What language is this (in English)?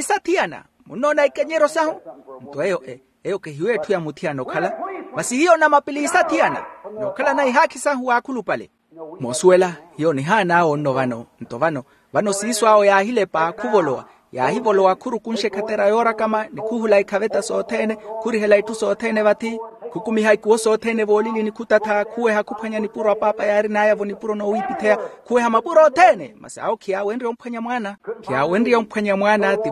Makhuwa